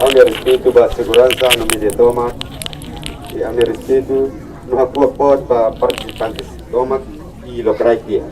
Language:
Tetum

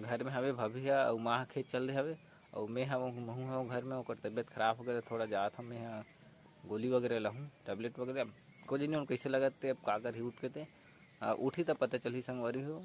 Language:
Chhattisgarhi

